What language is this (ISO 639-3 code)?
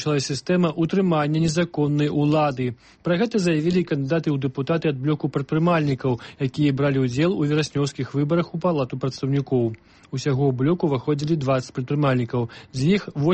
bel